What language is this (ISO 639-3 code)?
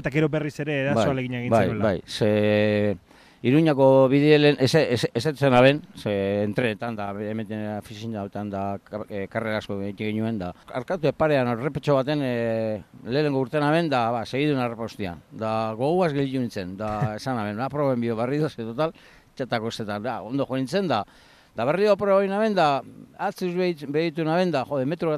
eus